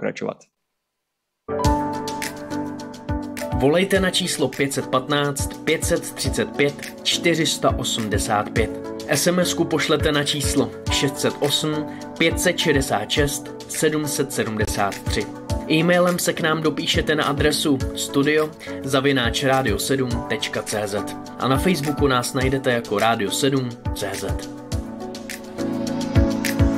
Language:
Czech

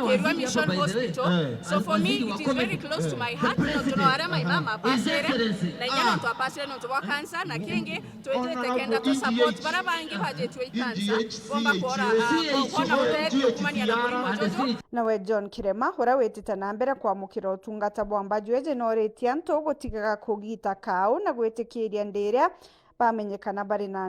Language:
Meru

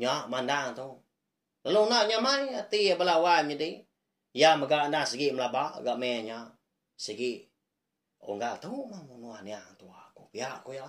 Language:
Iban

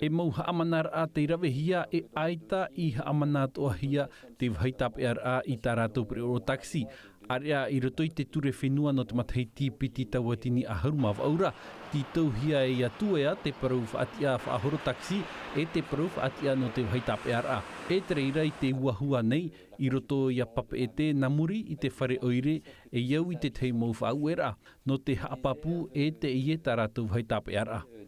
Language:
Tahitian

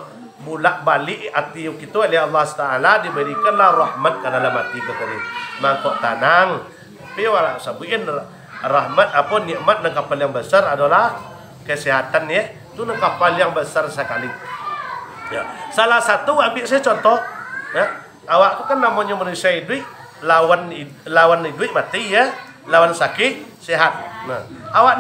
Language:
Minangkabau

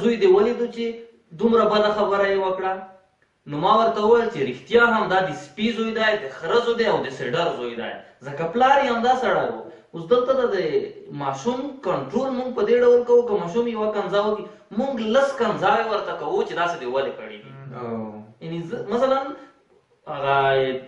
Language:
Pashto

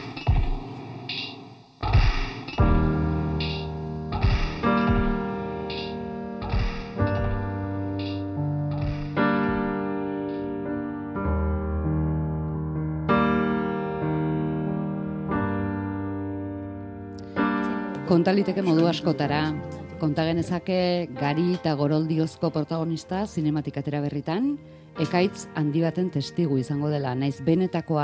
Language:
Basque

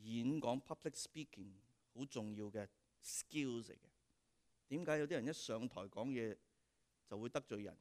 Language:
Cantonese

